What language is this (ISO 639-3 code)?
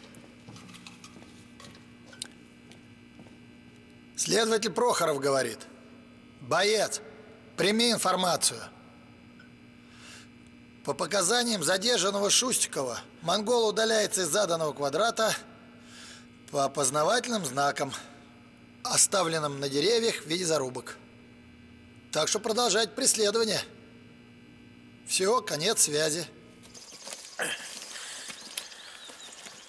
rus